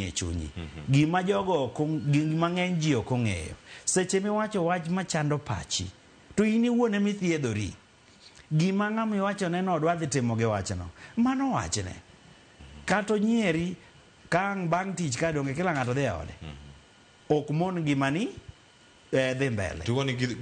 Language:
Luo (Kenya and Tanzania)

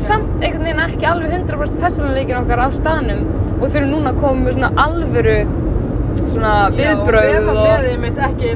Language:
Icelandic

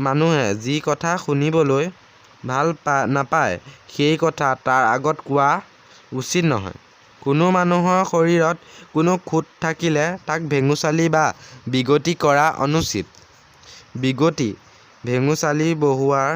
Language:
Assamese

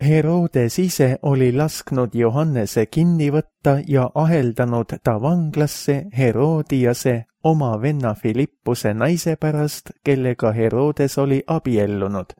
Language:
Estonian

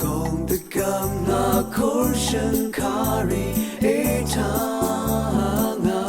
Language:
Rawang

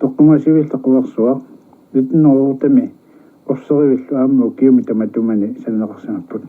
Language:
Kalaallisut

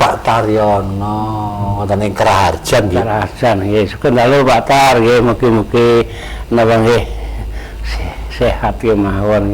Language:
Javanese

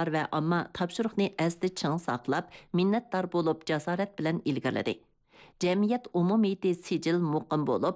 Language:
Uyghur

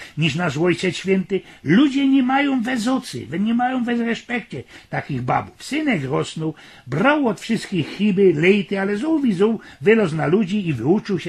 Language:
Silesian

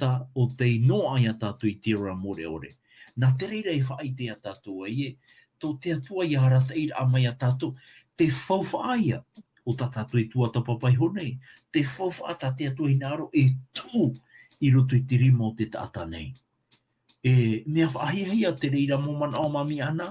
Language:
Tahitian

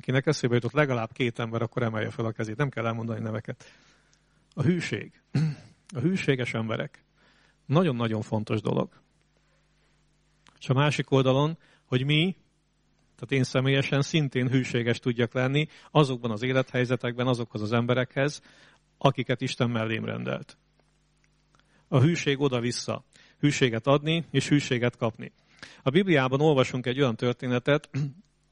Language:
Hungarian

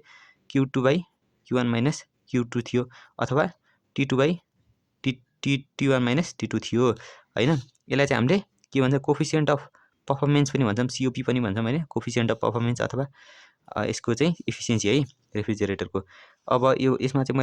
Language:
Nepali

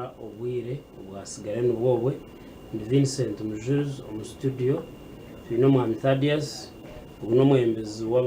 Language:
Nyankole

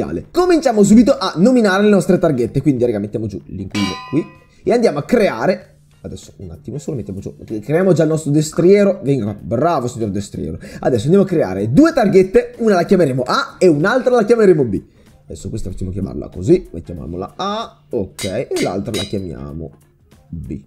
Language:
Italian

